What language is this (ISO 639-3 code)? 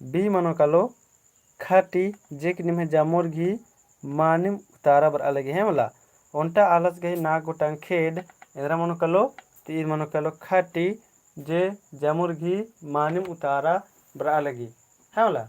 kru